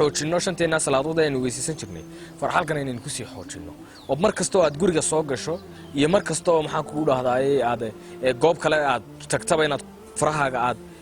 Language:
Somali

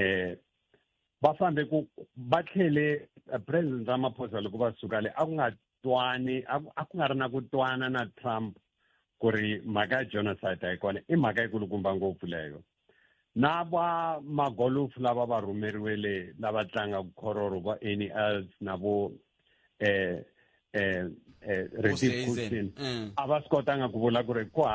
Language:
Tsonga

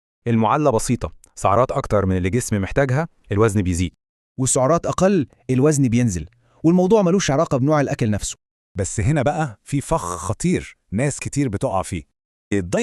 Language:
Egyptian Arabic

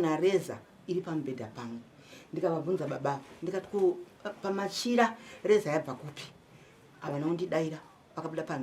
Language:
Shona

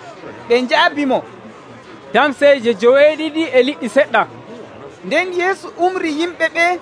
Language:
Nigerian Fulfulde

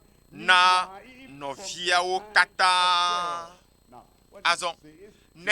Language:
Ewe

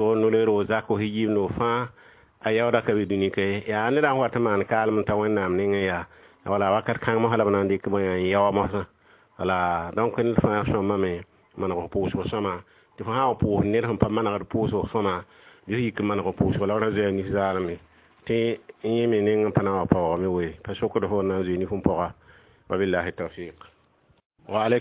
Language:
Mossi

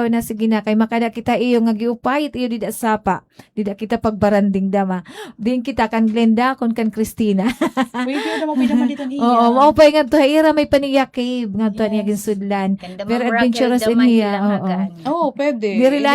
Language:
Waray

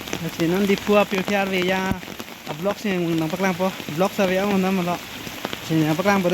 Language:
Karbi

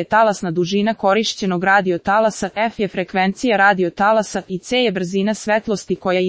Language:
Serbian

